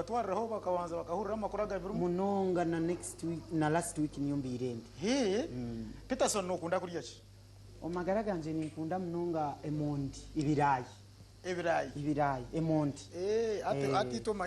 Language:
Nyankole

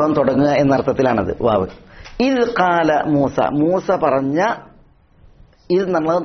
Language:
Malayalam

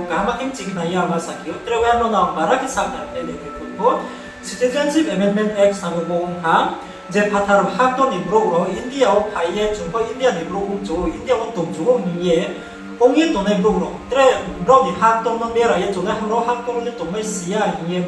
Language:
Riang (India)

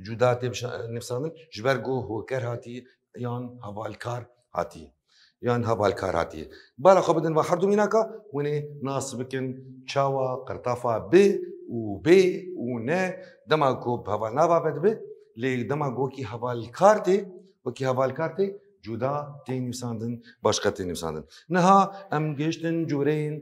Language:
Kurdish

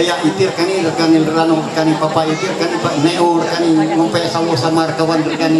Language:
Ma'anyan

